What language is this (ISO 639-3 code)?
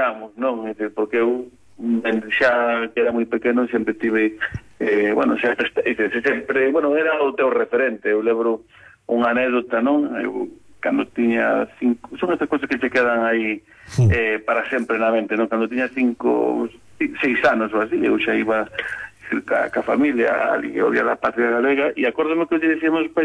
glg